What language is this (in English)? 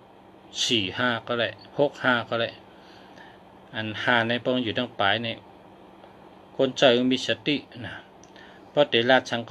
Shan